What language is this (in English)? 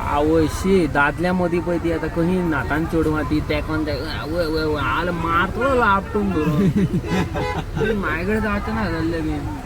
Konkani